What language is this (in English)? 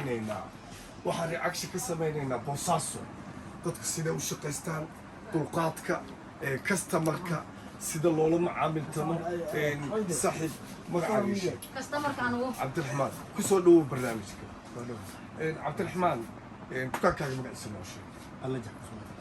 Somali